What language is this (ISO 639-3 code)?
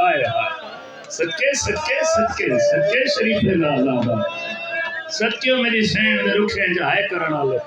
skr